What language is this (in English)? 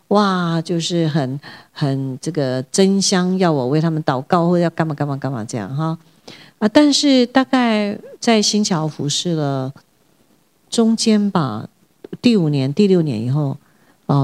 Chinese